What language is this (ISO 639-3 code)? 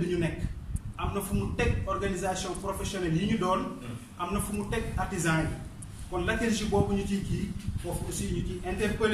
wol